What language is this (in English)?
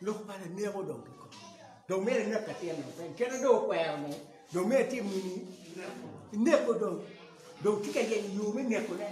Acoli